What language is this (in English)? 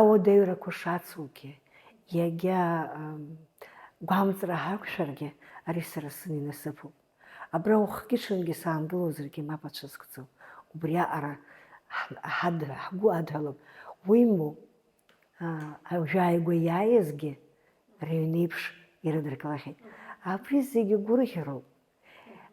Abkhazian